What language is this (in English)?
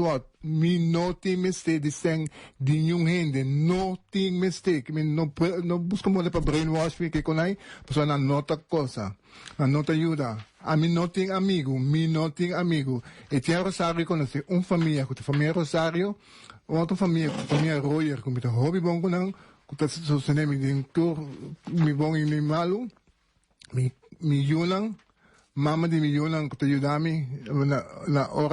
Papiamento